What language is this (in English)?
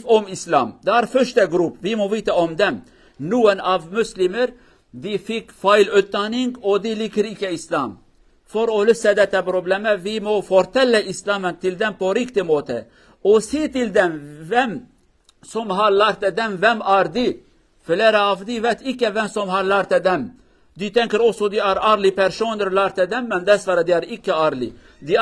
Kurdish